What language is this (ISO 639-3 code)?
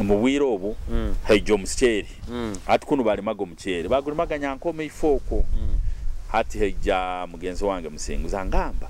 nyo